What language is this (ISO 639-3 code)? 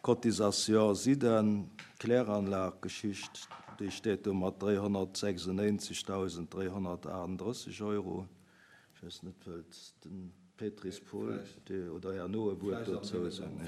ltz